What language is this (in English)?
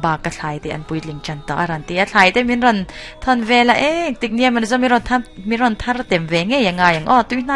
Mizo